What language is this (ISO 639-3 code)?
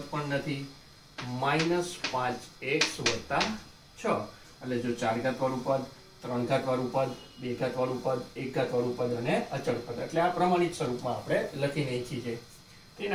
guj